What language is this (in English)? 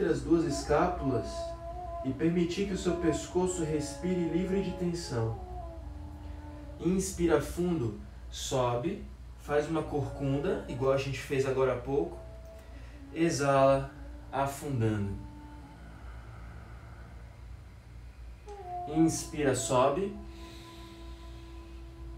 Portuguese